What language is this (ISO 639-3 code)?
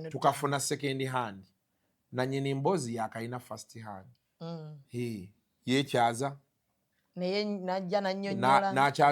lug